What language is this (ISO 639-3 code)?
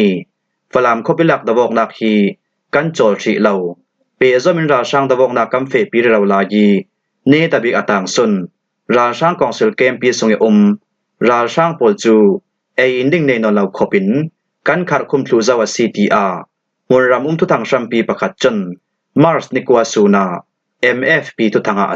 cfm